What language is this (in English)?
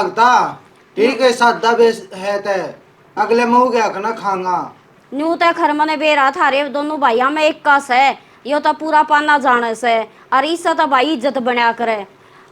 Haryanvi